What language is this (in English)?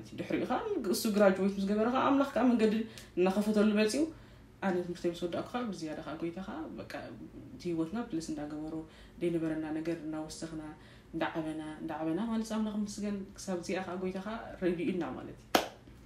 Tigrinya